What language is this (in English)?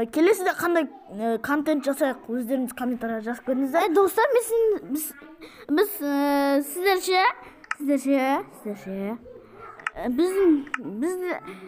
Kazakh